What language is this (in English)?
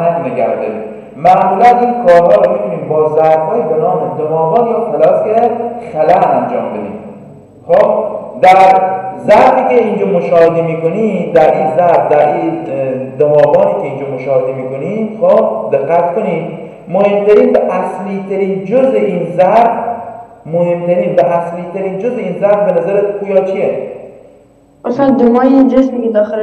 Persian